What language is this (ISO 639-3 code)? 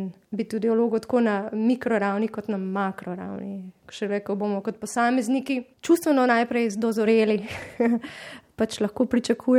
slv